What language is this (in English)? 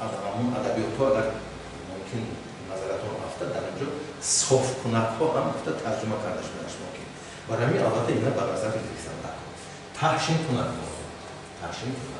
Tajik